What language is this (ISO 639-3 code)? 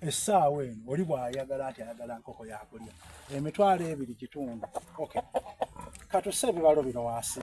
xog